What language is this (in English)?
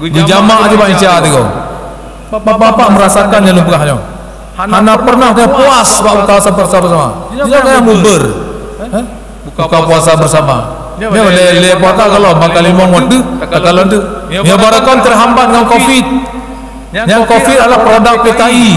Achinese